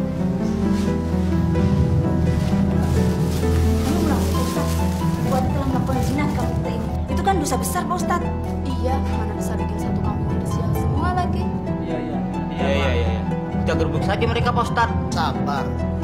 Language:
Indonesian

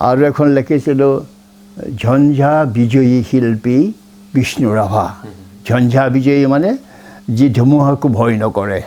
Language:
Assamese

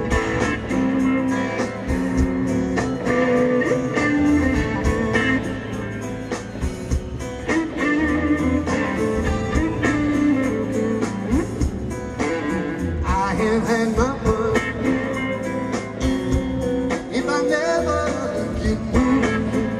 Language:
English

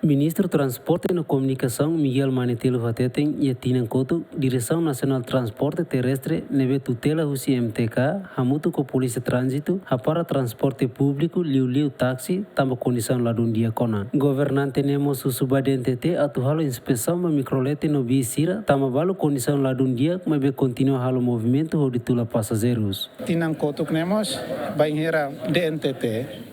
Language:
Tetum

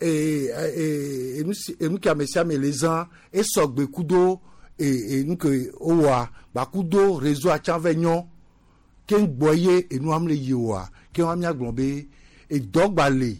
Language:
Gen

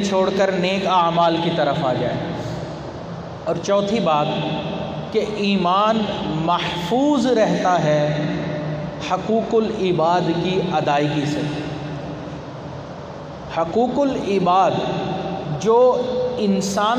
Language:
Urdu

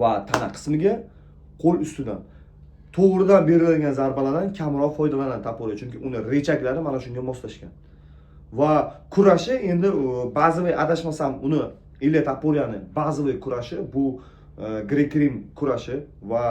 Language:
Uzbek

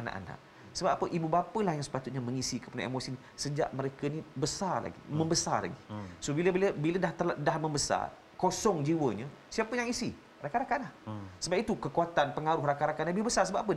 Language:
Malay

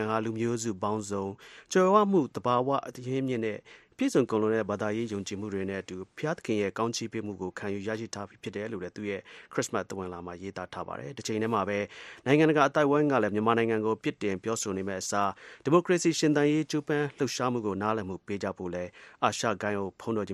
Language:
Burmese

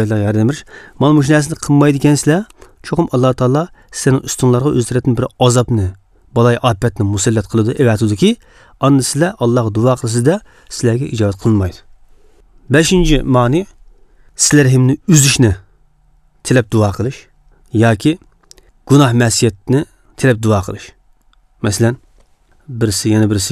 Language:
Uyghur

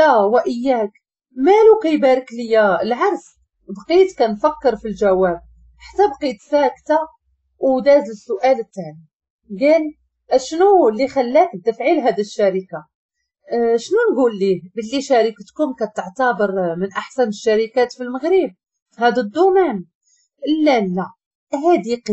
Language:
Moroccan Arabic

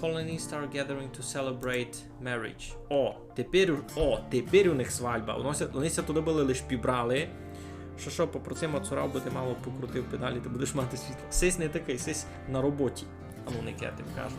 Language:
Rusyn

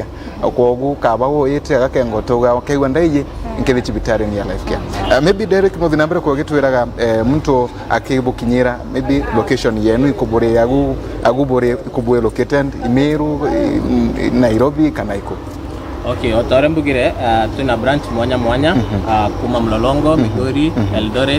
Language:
Meru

